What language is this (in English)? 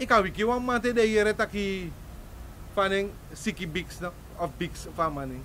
Sranan Tongo